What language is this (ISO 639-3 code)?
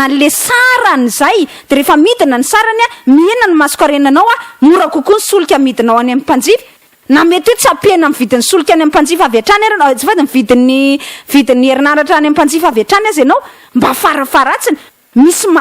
mlg